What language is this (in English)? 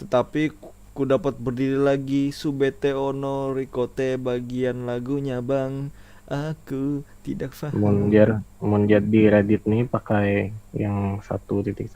Banjar